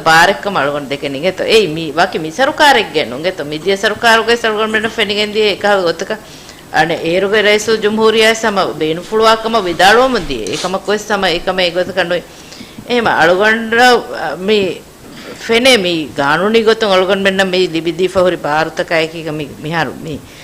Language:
Divehi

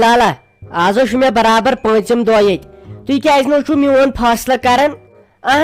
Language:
Kashmiri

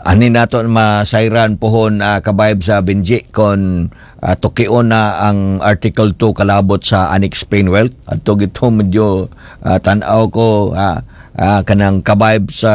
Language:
Cebuano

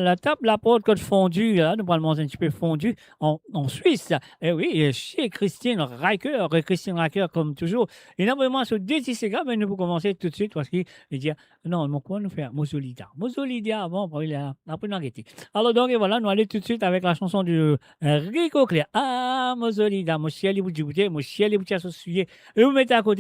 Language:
Morisyen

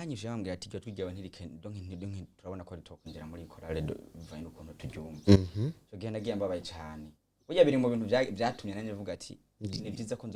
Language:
Rundi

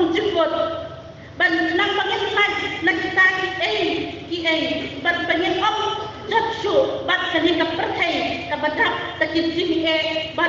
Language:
Khasi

